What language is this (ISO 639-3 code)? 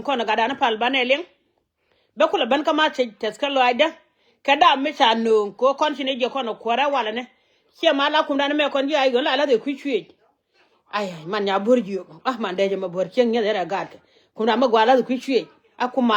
nus